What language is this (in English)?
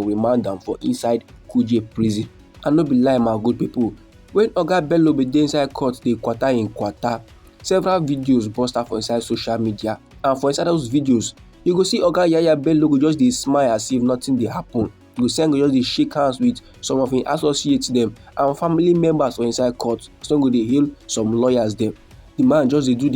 Nigerian Pidgin